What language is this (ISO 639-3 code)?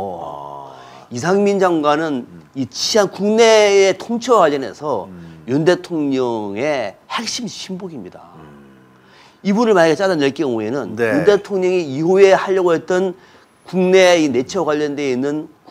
kor